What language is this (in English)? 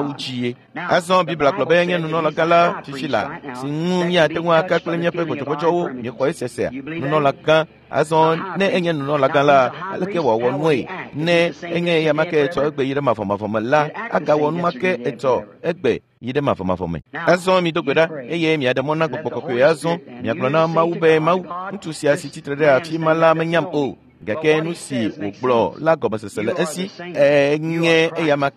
Ewe